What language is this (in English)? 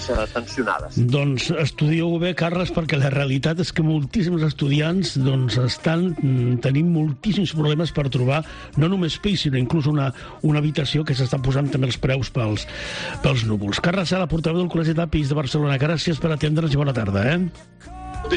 Catalan